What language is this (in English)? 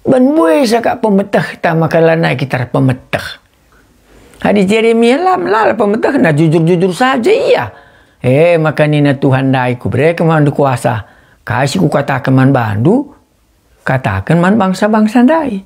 Batak Karo